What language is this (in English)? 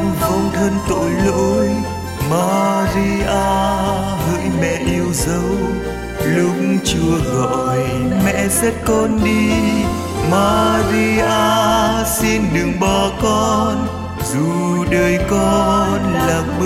Vietnamese